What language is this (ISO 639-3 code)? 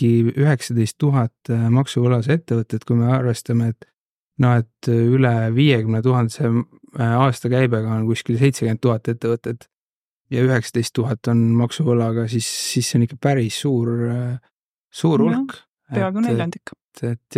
est